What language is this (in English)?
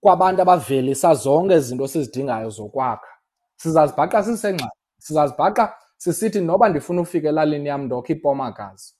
Xhosa